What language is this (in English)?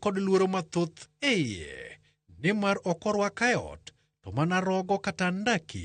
Luo (Kenya and Tanzania)